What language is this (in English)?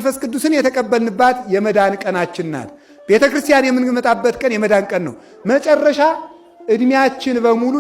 Amharic